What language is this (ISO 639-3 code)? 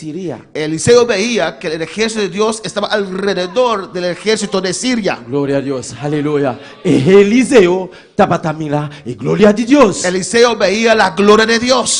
pap